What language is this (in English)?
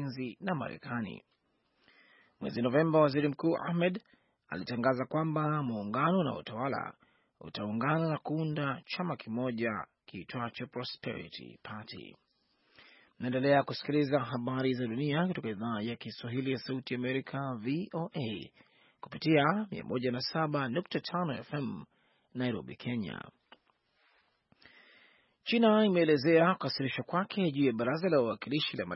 Swahili